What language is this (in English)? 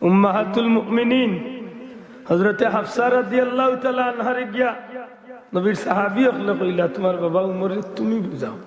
Sylheti